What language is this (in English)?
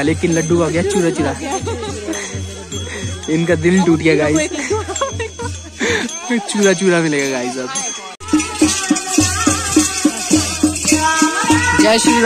Hindi